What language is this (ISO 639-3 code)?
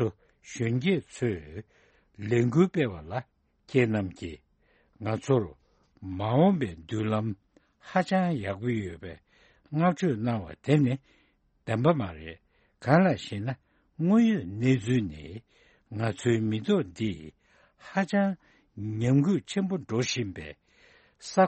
bod